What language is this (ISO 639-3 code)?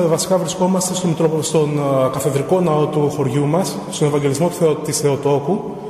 ell